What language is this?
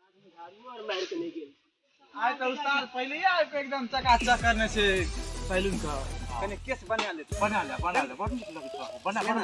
Maithili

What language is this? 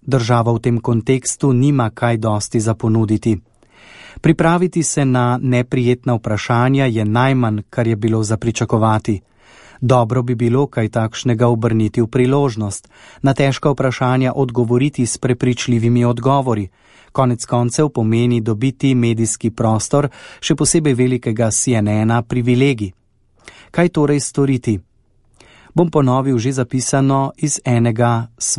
Slovenian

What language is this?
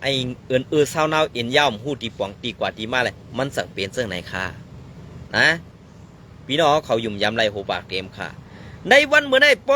Shan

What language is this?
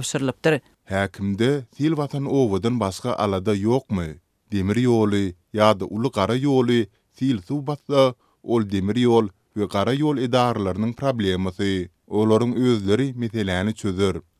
Turkmen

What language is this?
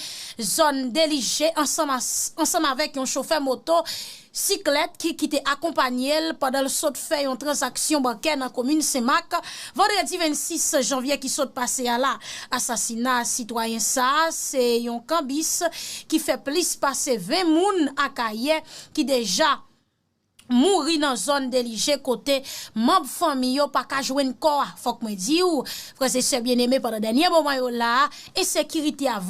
Haitian Creole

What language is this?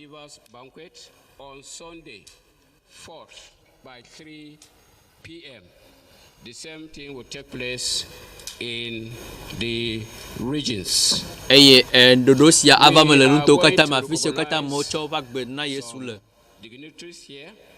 Ewe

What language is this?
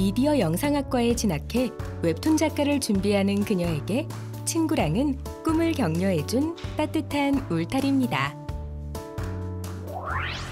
Korean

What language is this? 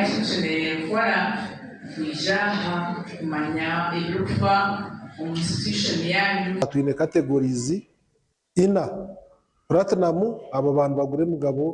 Nyankole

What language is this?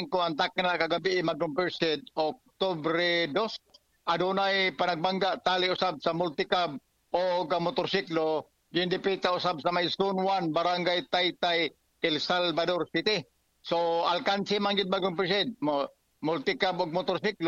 Cebuano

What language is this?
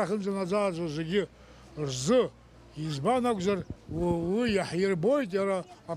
Abkhazian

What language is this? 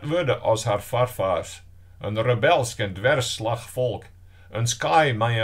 Western Frisian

